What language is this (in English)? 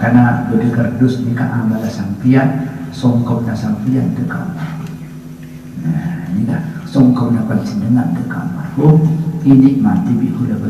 Madurese